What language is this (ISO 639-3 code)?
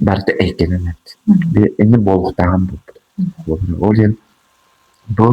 sah